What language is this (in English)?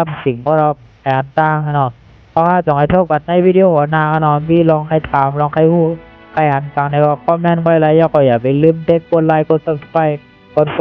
Shan